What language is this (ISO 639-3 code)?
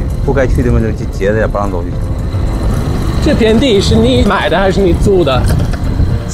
zho